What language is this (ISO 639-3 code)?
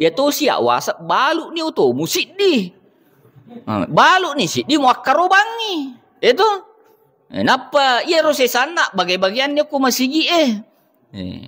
bug